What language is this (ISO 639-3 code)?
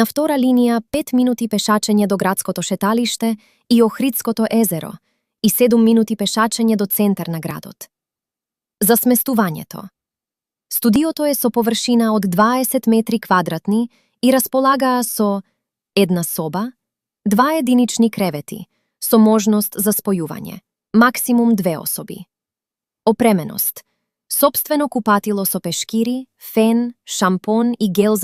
mkd